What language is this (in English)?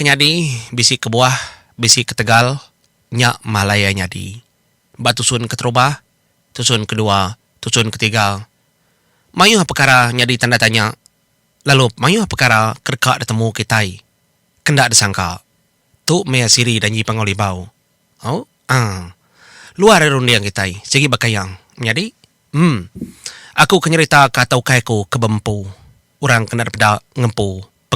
Iban